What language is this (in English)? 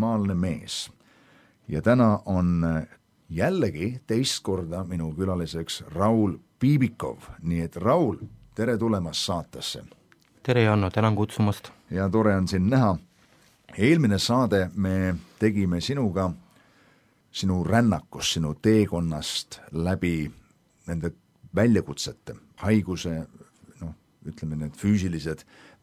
Estonian